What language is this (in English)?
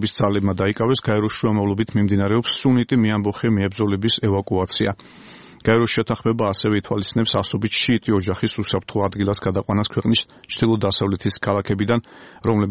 Georgian